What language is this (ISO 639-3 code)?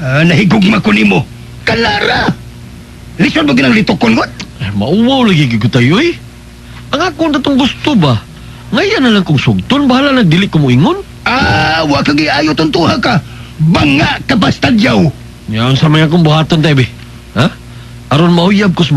ceb